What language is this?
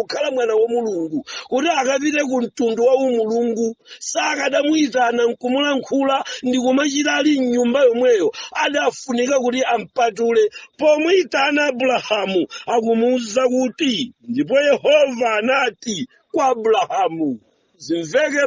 Nyanja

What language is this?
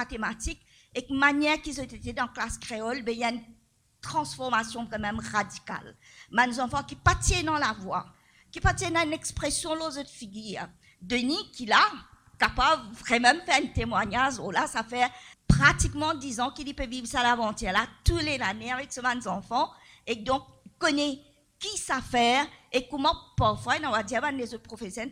Morisyen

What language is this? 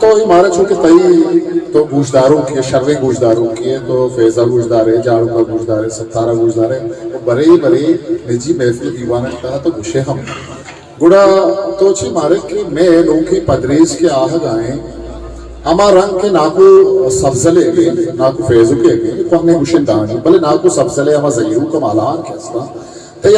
Eastern Balochi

